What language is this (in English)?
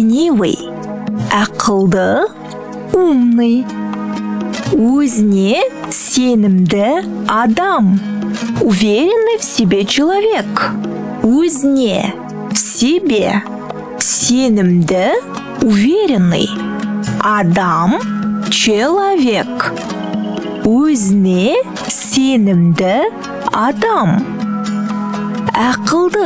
Kazakh